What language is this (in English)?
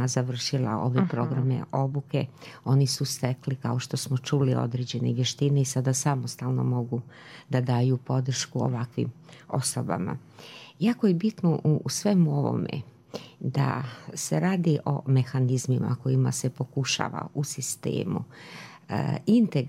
Bosnian